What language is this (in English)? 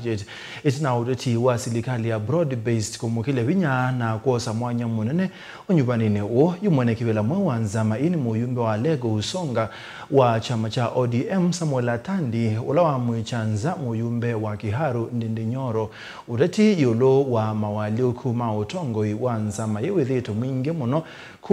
Kamba